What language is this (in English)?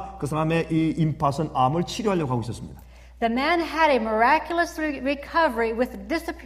Korean